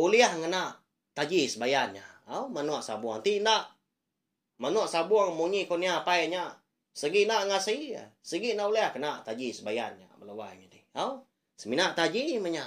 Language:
Iban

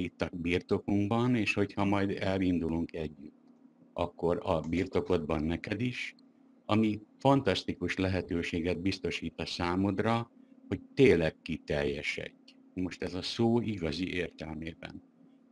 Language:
Hungarian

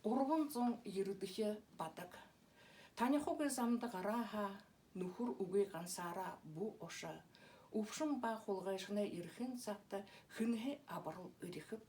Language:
Buriat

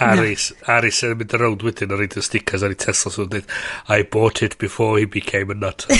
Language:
Welsh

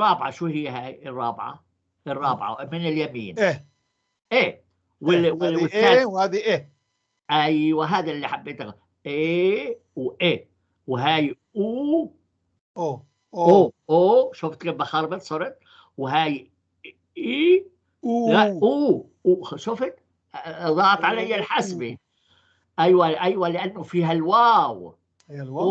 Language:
North Levantine Arabic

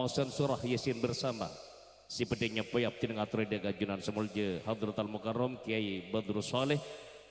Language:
Madurese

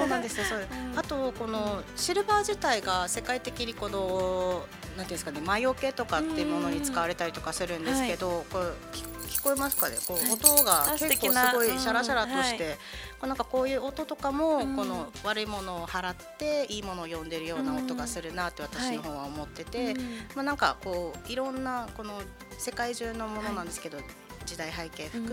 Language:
Japanese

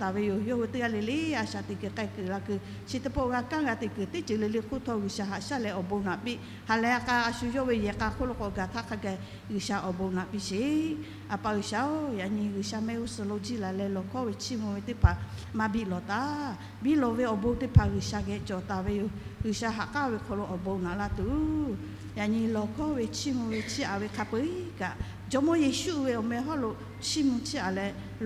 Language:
Lahu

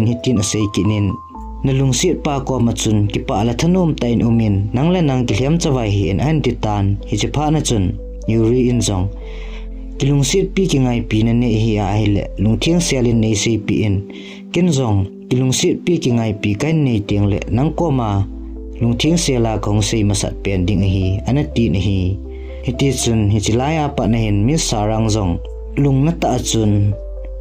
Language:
Thado Chin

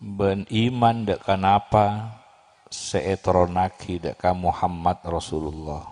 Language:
Madurese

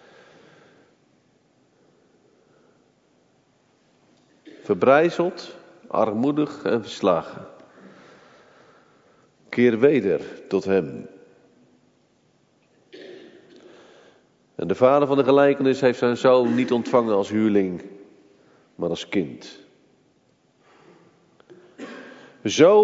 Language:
Dutch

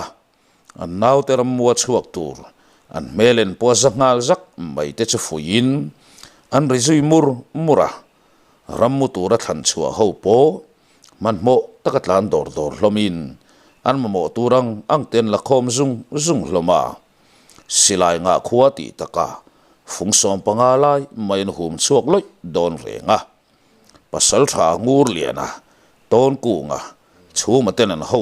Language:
Mizo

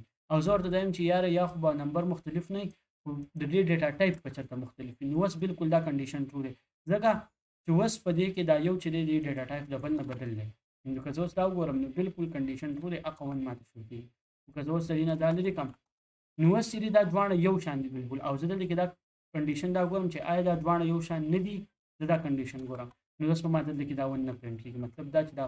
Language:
Pashto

